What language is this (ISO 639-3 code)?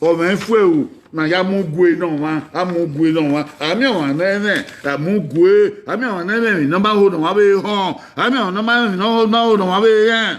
bin